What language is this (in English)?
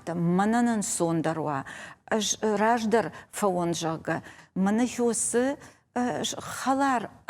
Ossetic